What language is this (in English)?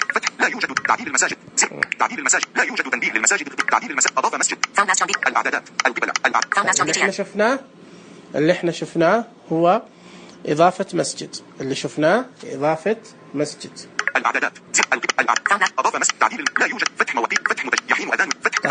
Najdi Arabic